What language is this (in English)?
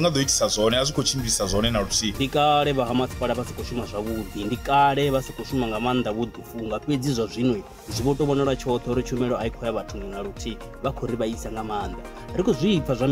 Venda